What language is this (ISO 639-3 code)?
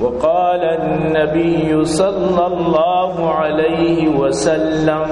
bal